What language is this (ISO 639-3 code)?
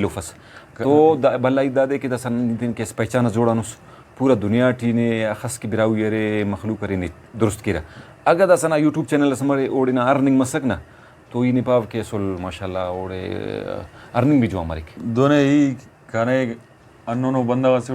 brh